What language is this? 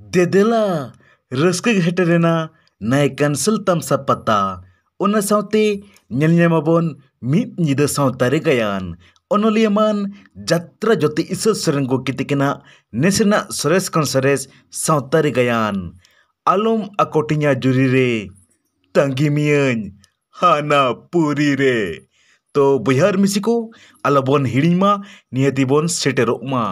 Santali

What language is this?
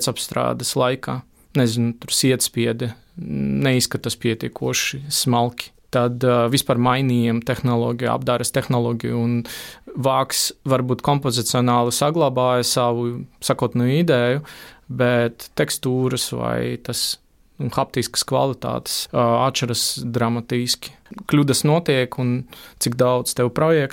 Latvian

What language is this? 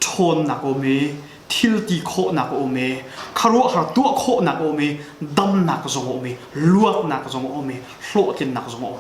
Hakha Chin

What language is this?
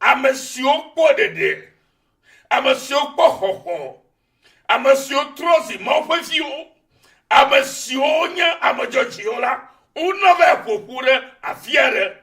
Ewe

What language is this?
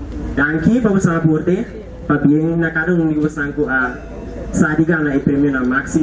Papiamento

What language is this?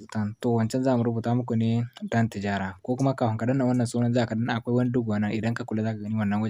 Hausa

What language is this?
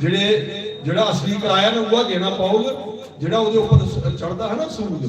Dogri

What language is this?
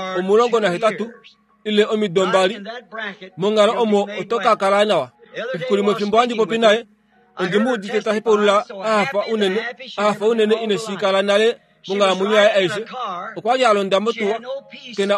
Kuanyama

